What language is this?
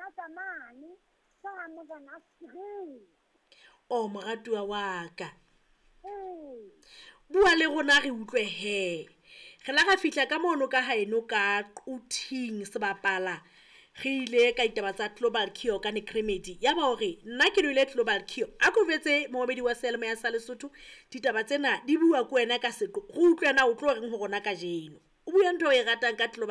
Southern Sotho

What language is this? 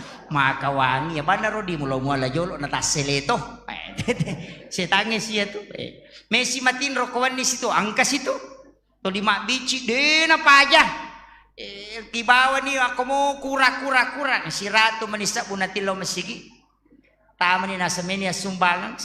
Buginese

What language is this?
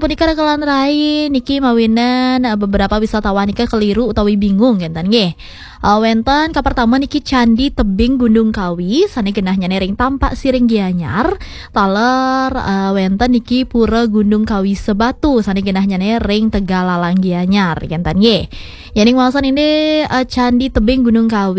Balinese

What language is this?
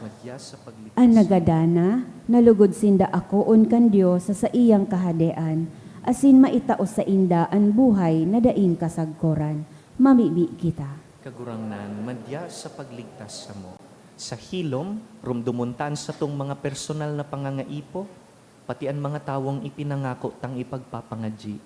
Bikol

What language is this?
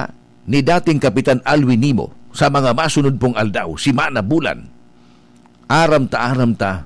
Bikol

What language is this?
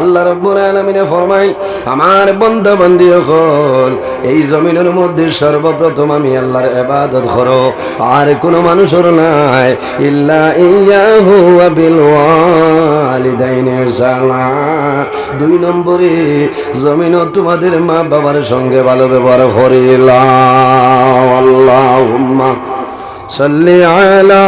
Sylheti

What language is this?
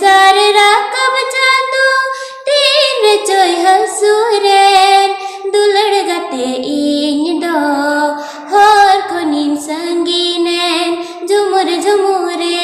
Santali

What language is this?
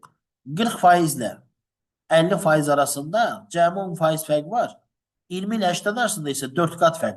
Azerbaijani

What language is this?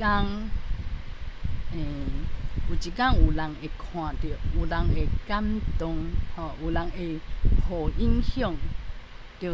Min Nan Chinese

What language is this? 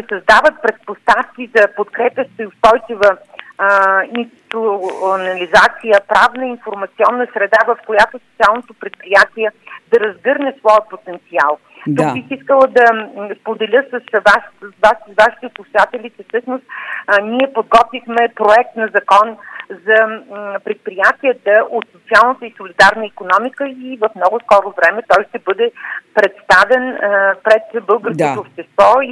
Bulgarian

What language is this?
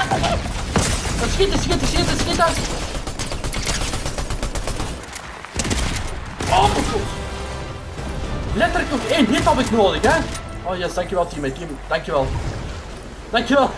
Dutch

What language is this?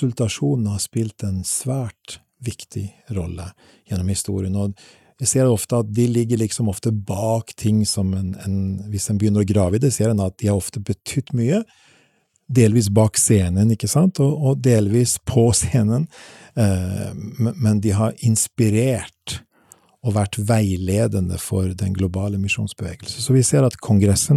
Norwegian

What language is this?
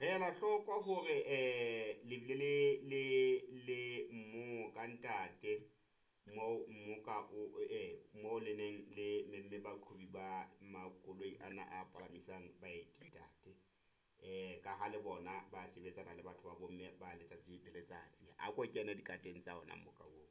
Southern Sotho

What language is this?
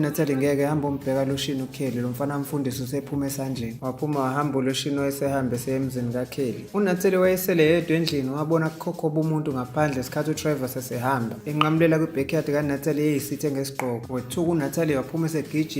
Zulu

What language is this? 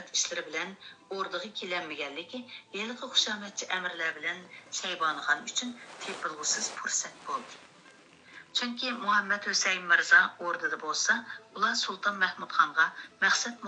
Uyghur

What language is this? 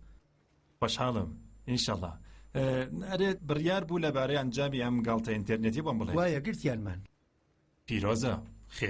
Central Kurdish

